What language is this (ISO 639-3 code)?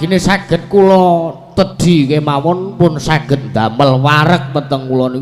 jav